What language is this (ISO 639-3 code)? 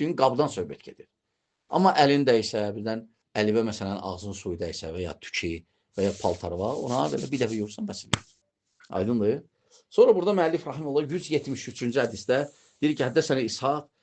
aze